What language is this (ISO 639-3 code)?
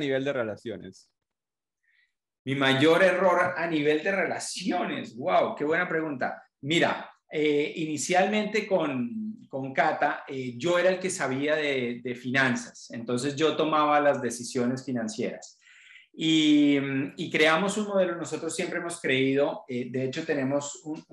spa